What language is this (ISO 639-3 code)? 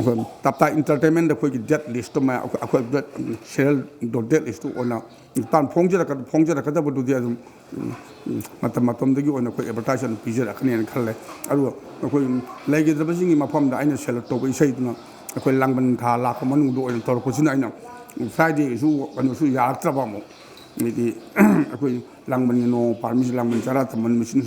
mni